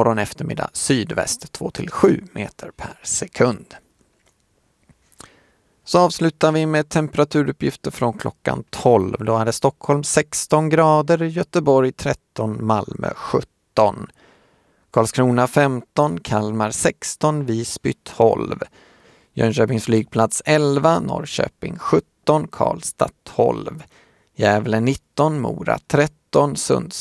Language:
Swedish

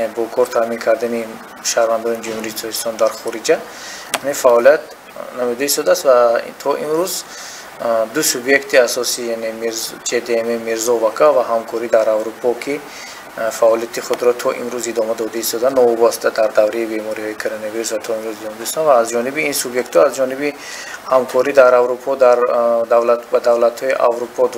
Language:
Tajik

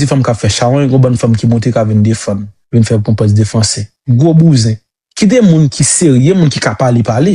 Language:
Haitian Creole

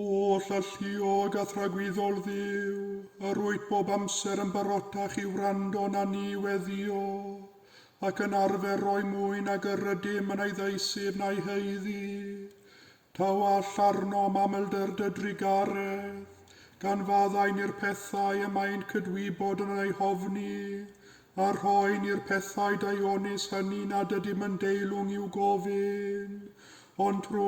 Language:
Welsh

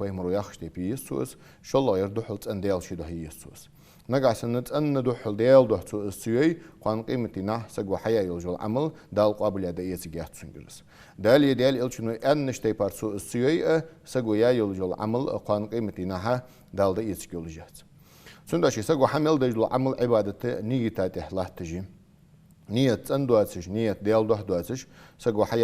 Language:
Ingush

